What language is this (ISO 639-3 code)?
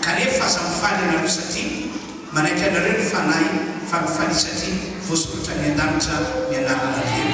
mlg